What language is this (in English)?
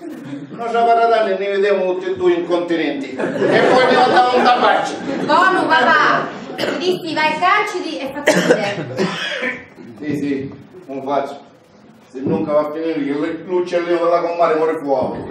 Sicilian